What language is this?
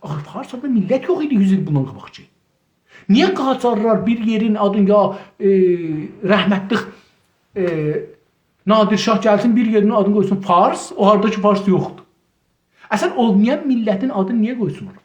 South Azerbaijani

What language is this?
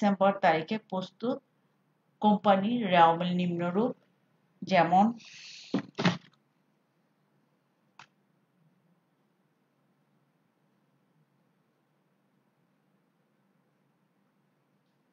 Bangla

